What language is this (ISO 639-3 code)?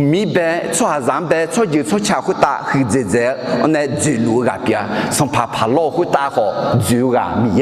ahk